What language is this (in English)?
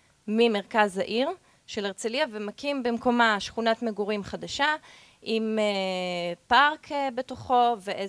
Hebrew